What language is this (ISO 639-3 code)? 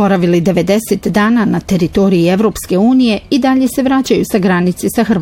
bos